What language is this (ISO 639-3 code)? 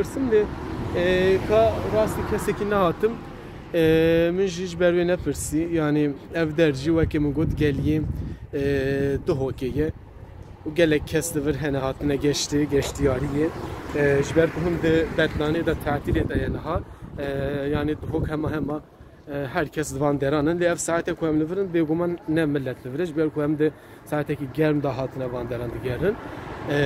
kur